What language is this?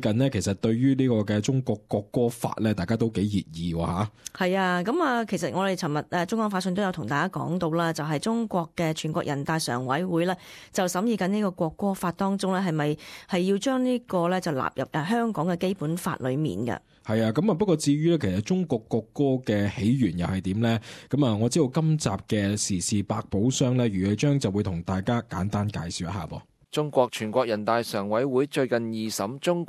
Cantonese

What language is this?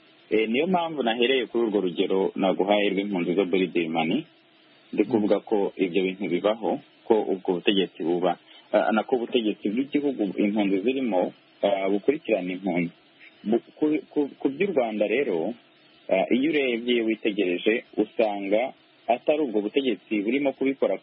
Kinyarwanda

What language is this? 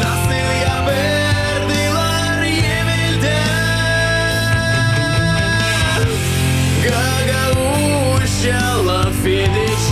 Gagauz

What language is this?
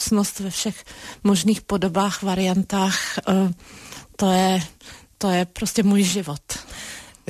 Czech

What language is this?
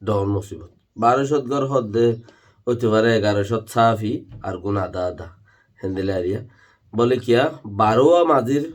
Rohingya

